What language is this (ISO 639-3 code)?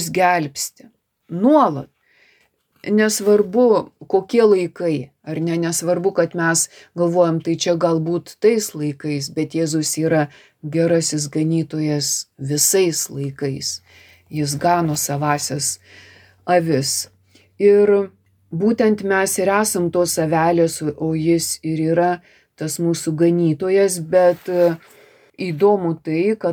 lit